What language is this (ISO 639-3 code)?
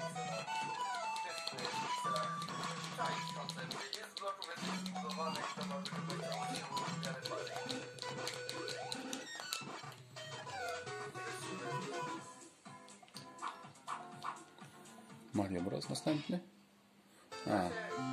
pol